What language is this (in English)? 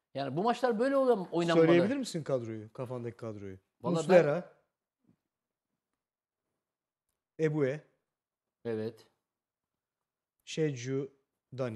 Turkish